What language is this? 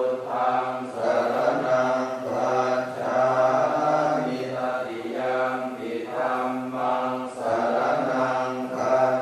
Pali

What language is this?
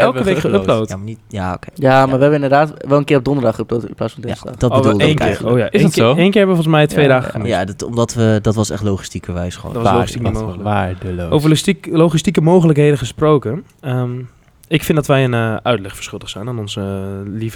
Dutch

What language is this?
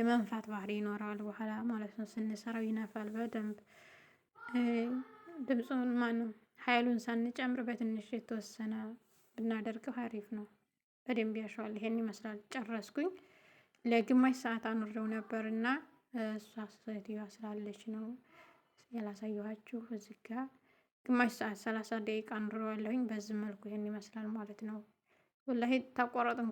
Amharic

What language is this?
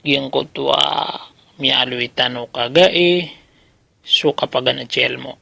Maranao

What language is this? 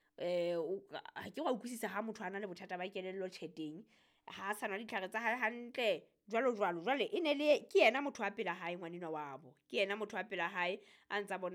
Southern Sotho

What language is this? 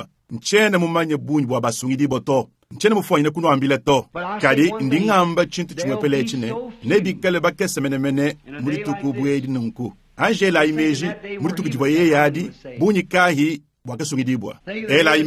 Luba-Lulua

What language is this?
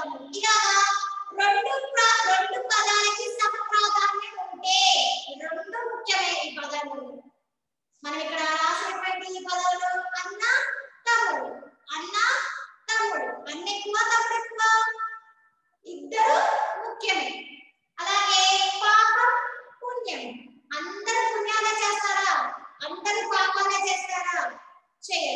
Telugu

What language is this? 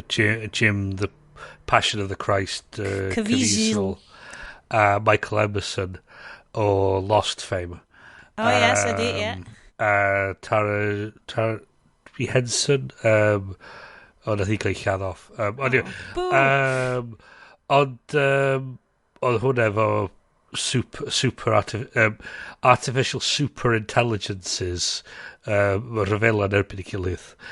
Welsh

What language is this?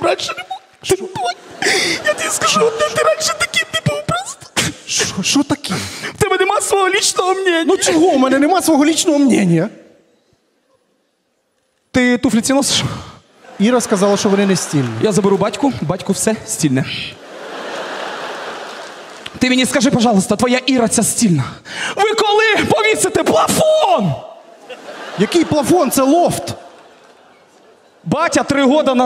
Ukrainian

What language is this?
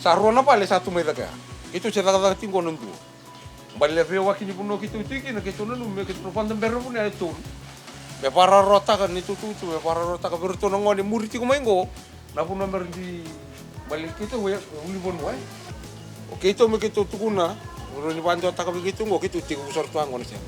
Fijian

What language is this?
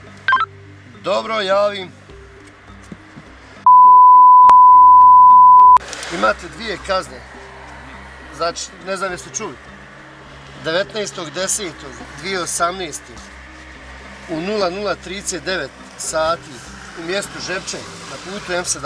Bosnian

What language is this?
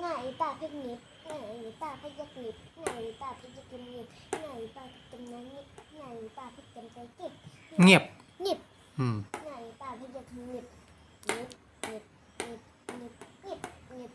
Shan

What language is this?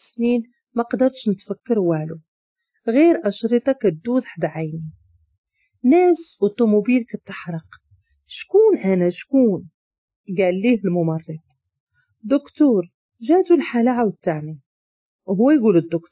Moroccan Arabic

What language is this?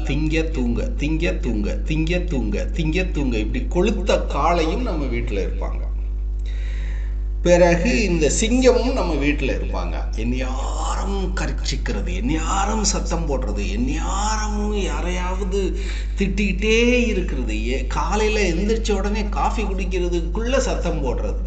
Tamil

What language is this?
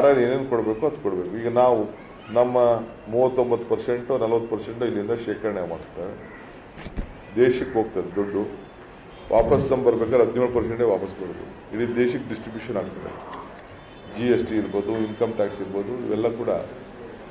Kannada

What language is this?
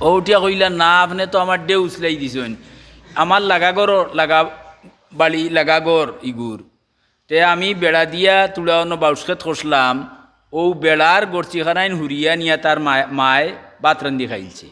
Sylheti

